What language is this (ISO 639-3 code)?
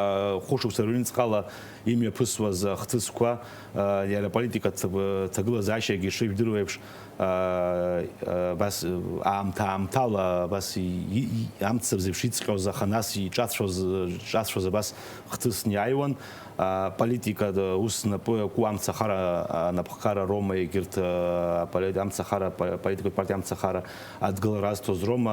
abk